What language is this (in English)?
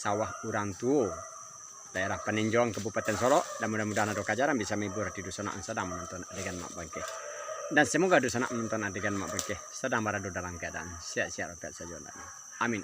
Minangkabau